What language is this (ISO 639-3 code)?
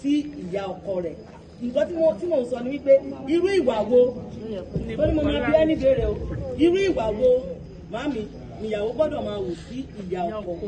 yor